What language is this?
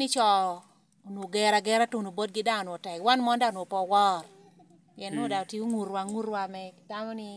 Lango (Uganda)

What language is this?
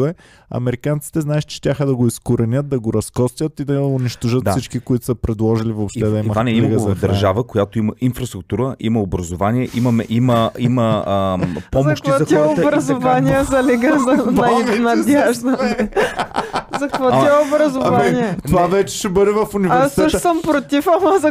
Bulgarian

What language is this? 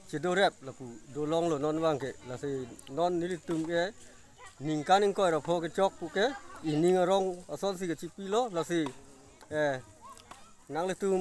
Karbi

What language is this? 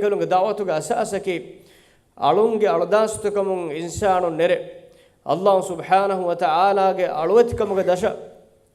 Divehi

